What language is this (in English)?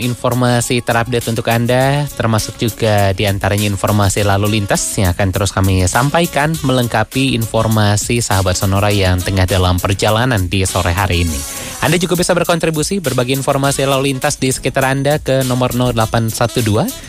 Indonesian